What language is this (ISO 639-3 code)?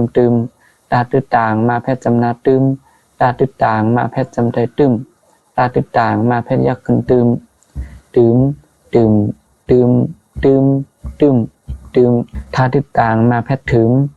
shn